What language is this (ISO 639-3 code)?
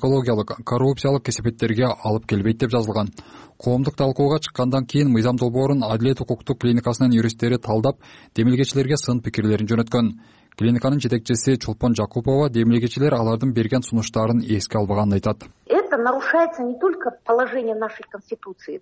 kir